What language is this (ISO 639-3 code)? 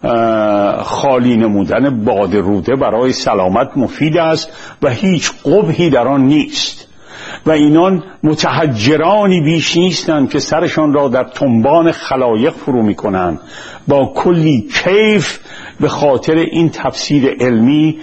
fas